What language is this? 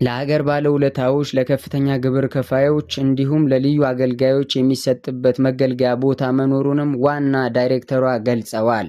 Amharic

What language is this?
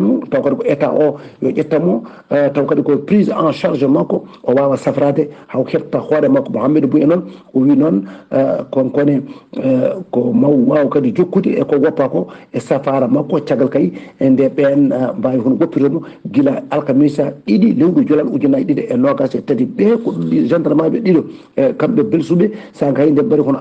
Fula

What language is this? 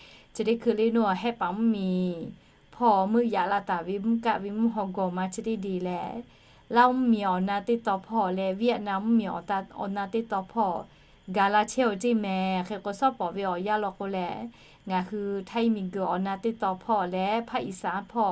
Lahu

